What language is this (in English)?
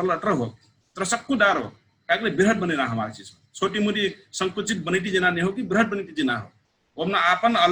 Dangaura Tharu